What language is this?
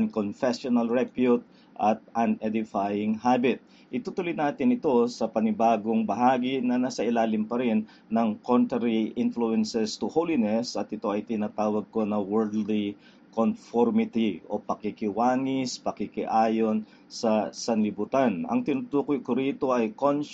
Filipino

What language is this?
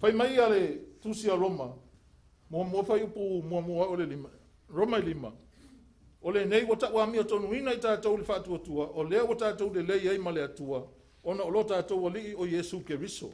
Samoan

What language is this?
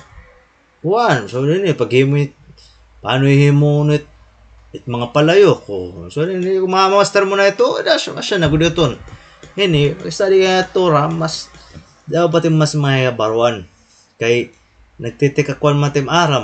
Waray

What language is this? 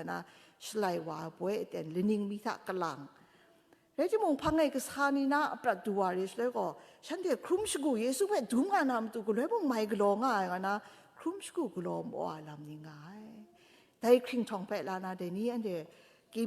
Kachin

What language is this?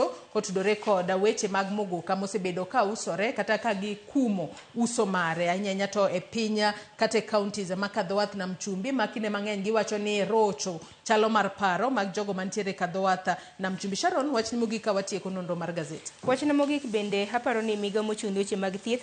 Luo (Kenya and Tanzania)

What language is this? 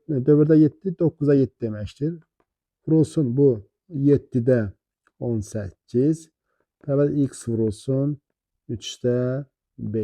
Azerbaijani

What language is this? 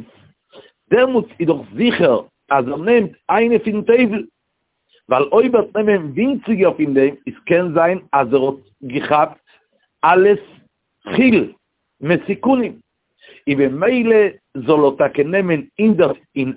Yiddish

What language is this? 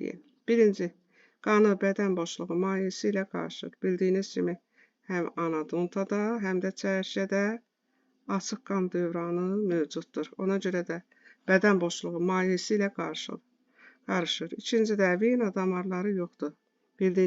Azerbaijani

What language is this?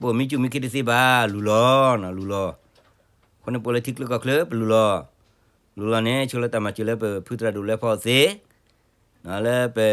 S'gaw Karen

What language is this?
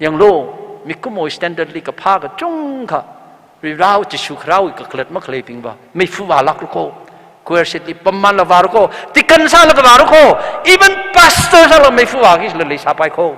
Tangkhul Naga (India)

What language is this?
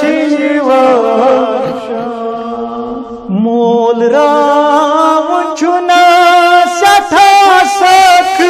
Kashmiri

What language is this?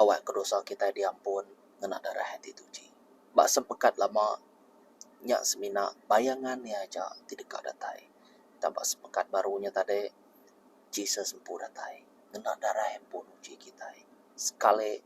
Iban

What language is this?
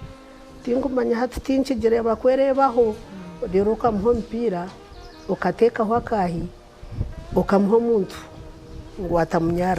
Nyankole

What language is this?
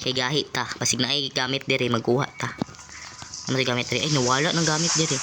Cebuano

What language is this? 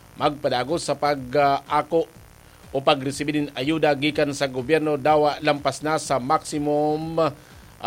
Bikol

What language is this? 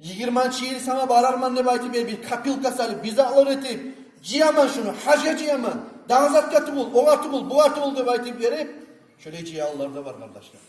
Kumyk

